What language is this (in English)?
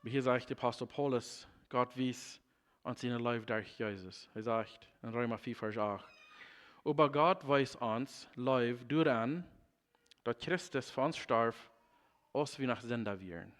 Plautdietsch